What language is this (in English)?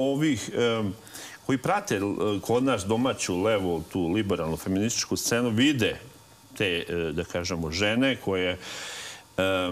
Serbian